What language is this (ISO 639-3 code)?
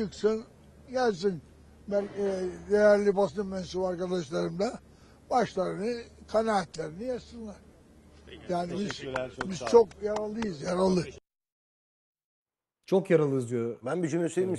tur